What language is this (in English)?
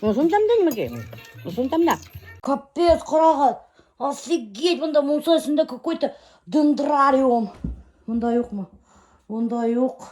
Bashkir